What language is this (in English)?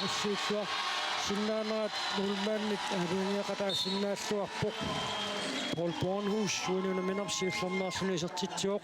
Kalaallisut